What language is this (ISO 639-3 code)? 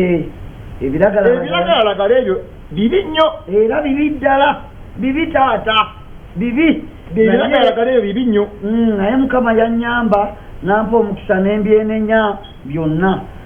lug